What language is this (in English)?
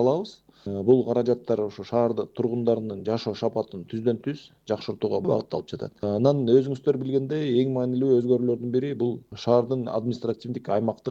Kyrgyz